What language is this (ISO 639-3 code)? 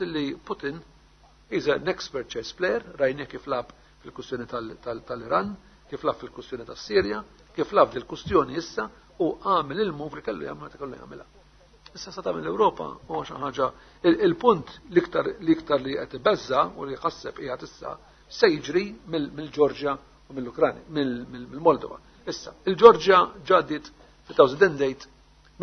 mlt